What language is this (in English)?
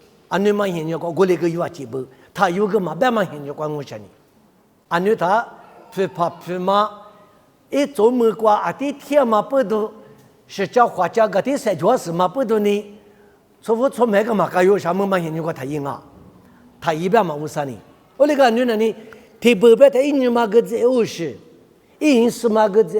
Lisu